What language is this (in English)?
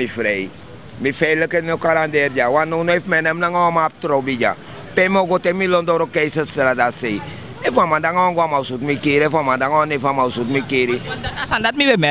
Sranan Tongo